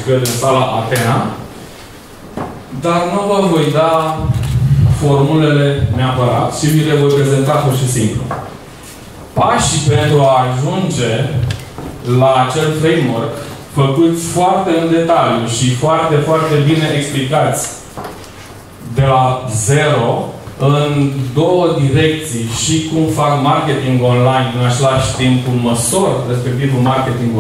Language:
Romanian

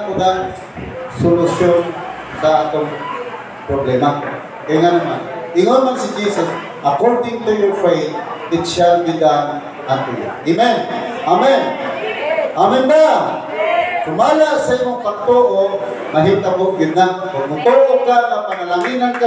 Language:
Cebuano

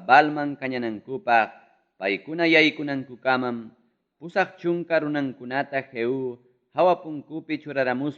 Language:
Ayacucho Quechua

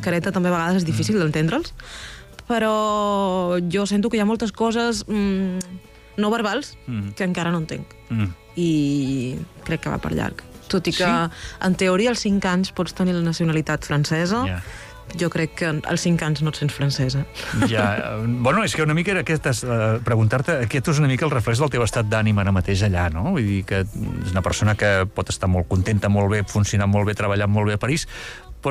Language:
Catalan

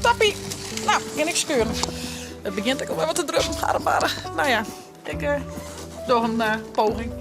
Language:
Western Frisian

